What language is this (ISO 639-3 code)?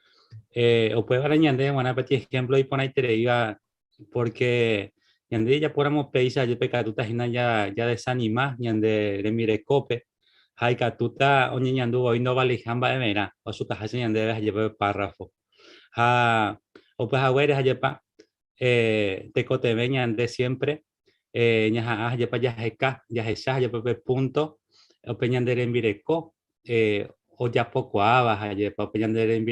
grn